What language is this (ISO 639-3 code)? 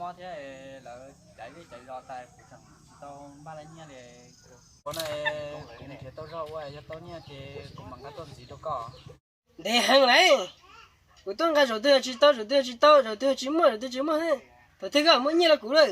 hmn